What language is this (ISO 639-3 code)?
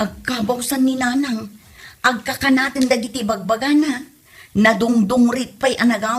ilo